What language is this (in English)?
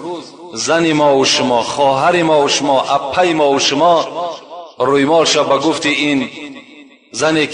Tajik